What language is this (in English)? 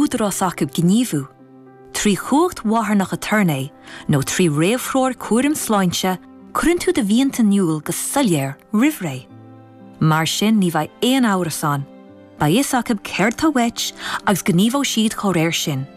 Irish